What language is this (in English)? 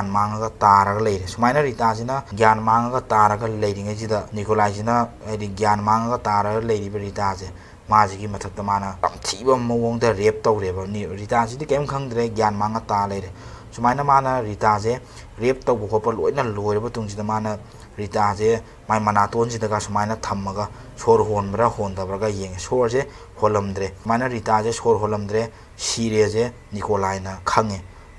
Manipuri